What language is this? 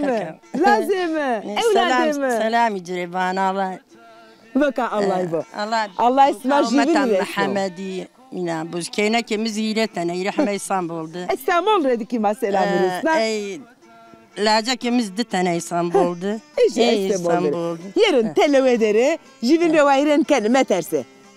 Zaza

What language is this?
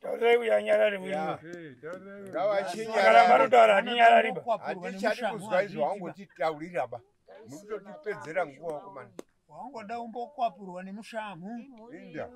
Shona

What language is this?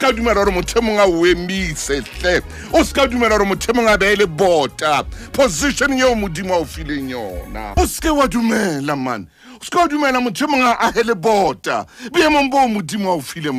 Southern Sotho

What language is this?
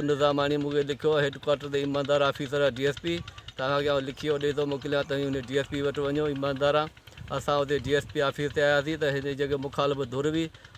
Sindhi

